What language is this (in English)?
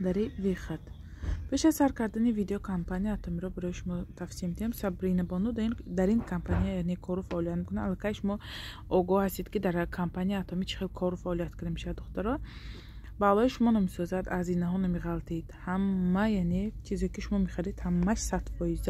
Tajik